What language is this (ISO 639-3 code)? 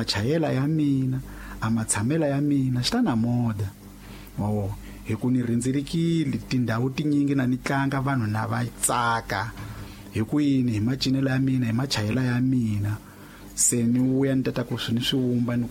tso